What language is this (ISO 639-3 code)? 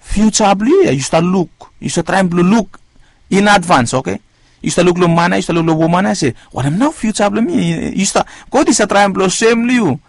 bis